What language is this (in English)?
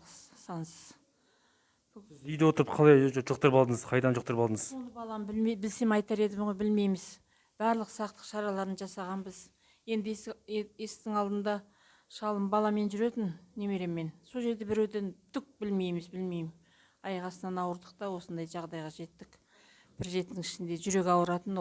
Kazakh